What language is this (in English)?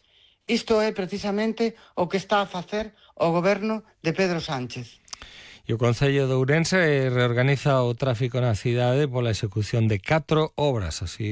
Galician